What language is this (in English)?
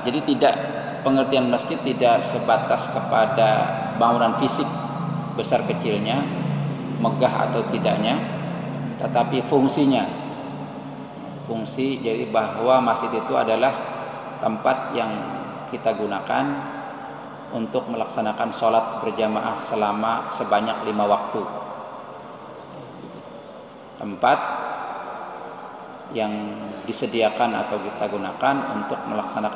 Indonesian